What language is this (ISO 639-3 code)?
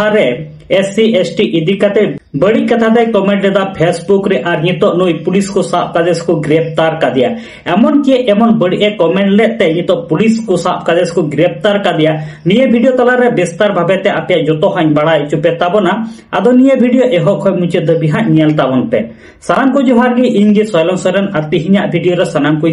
sat